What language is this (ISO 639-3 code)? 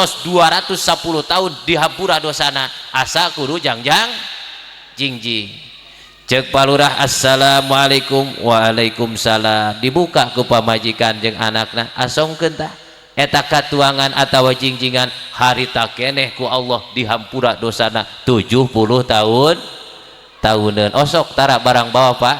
sun